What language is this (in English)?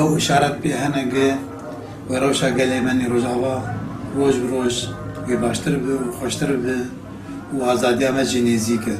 Kurdish